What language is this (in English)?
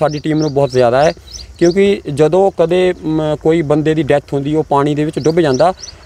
Punjabi